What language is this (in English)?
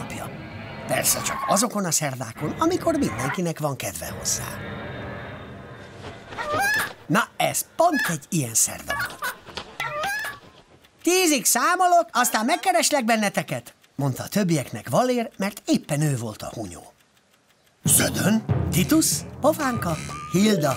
Hungarian